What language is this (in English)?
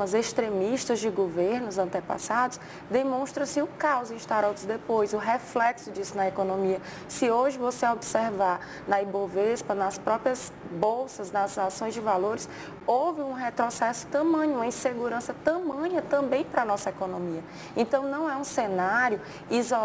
Portuguese